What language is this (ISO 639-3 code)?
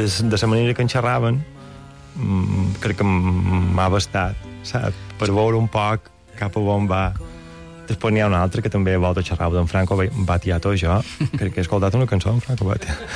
cat